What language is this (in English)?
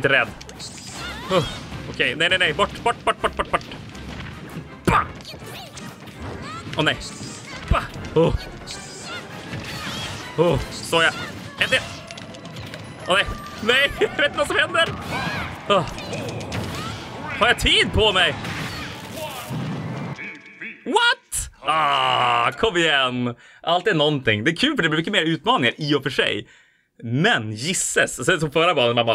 Swedish